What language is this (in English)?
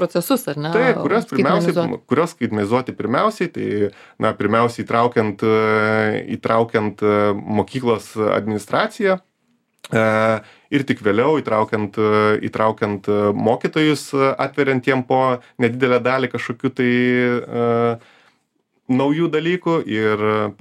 Lithuanian